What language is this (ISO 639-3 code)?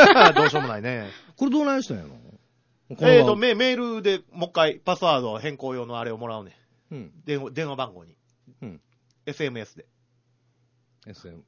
jpn